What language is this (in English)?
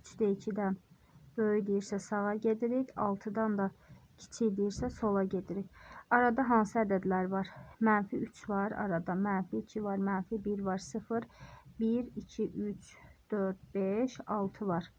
Azerbaijani